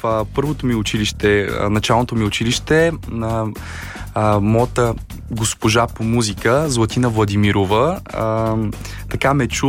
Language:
Bulgarian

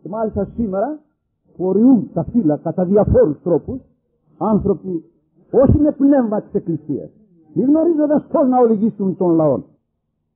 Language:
Greek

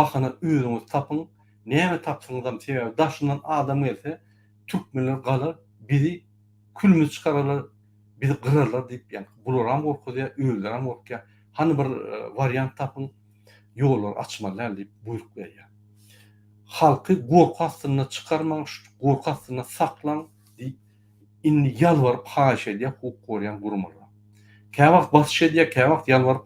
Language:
Turkmen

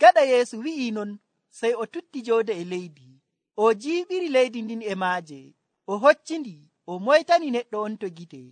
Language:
Nigerian Fulfulde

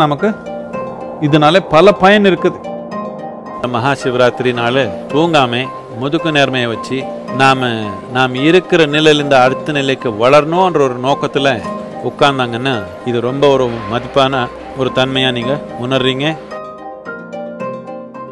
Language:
Tamil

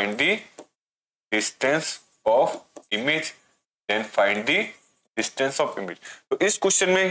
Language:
Hindi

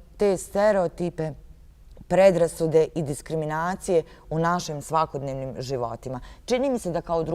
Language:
Bosnian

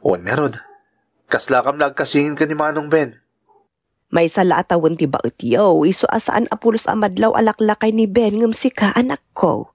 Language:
Iloko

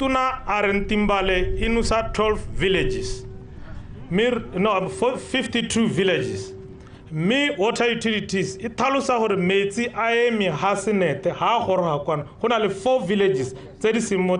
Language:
Tswana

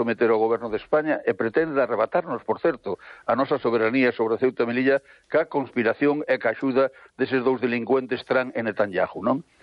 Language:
Galician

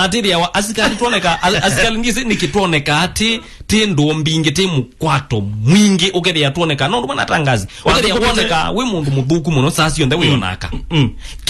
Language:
Kamba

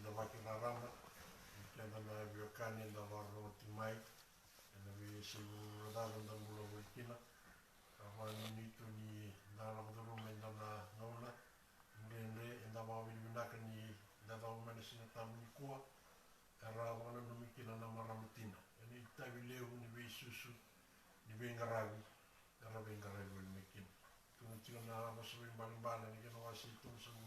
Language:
Fijian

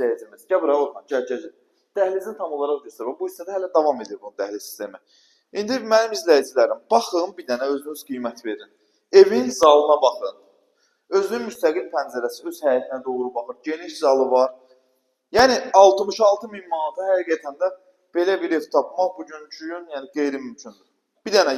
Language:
Azerbaijani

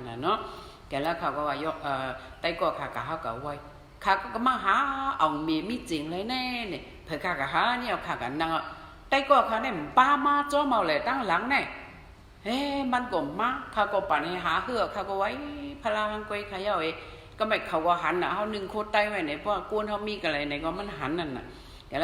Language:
Shan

